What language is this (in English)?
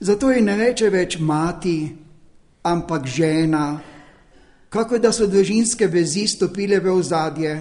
Slovenian